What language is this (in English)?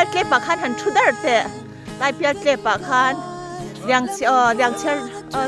Mizo